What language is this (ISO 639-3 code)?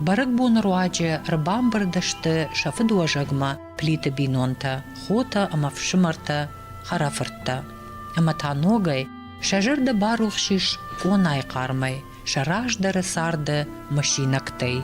oss